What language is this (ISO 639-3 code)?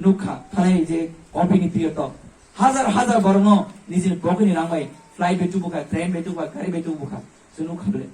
trp